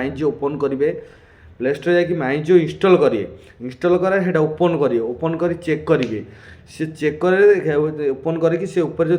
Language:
Odia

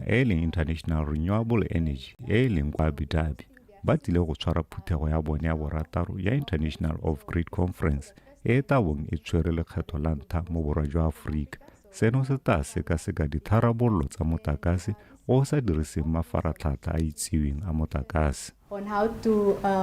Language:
Tswana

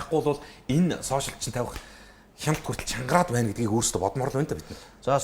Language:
Mongolian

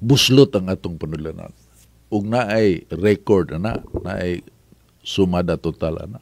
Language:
Cebuano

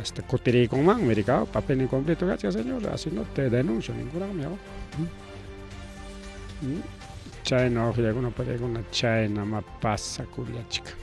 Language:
Ayacucho Quechua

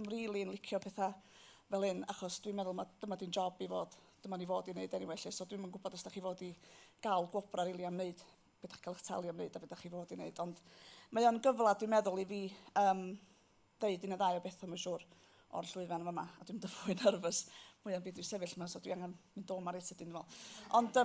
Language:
Welsh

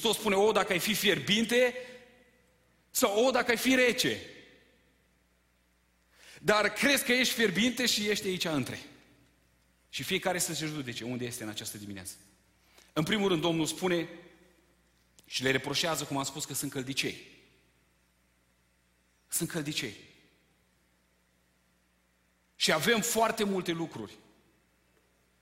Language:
Romanian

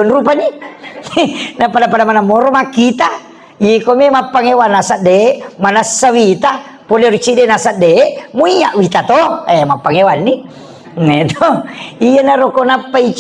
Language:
Buginese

